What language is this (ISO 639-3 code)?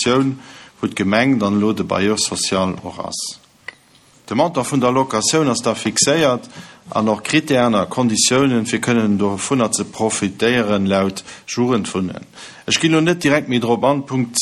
ltz